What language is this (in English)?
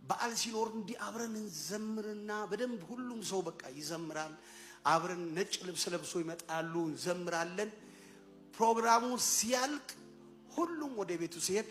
Amharic